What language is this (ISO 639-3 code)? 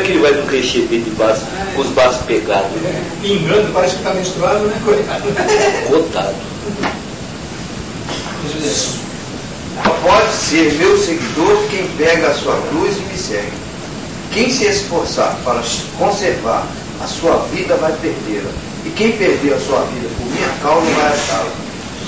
por